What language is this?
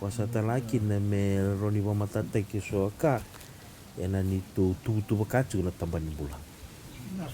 Fijian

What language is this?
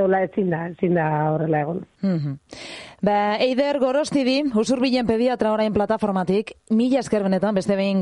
Basque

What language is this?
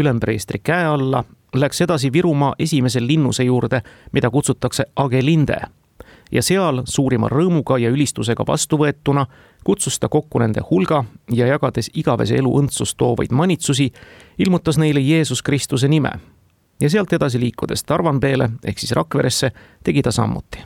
Estonian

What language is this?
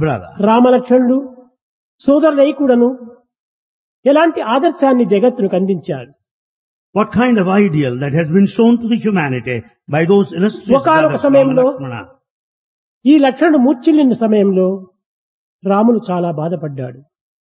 Telugu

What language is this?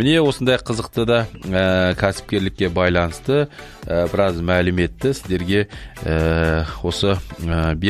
Kazakh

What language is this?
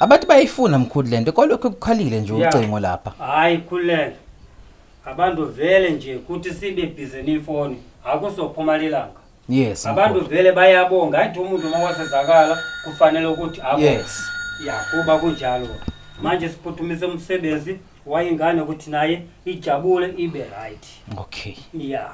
Zulu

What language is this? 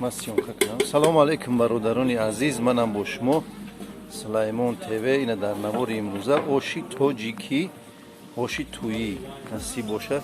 Tajik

